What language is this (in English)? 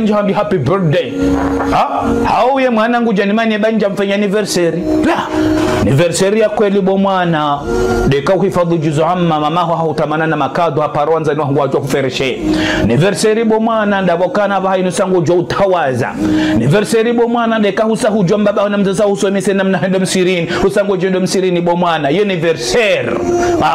Ngazidja Comorian